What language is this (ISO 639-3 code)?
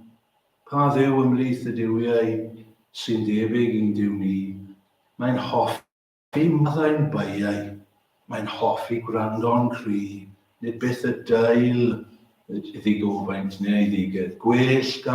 cym